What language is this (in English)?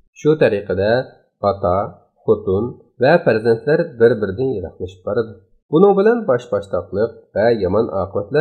Uyghur